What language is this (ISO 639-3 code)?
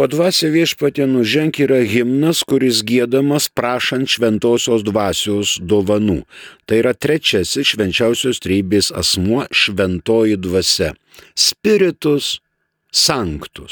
lit